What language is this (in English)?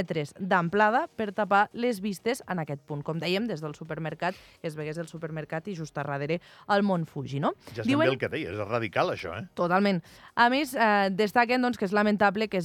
Catalan